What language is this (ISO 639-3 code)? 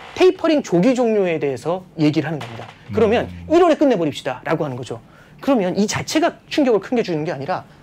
kor